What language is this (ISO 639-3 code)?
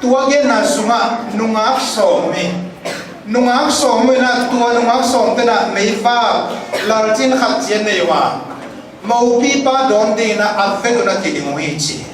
ctd